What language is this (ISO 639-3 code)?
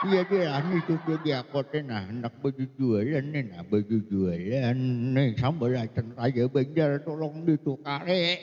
bjn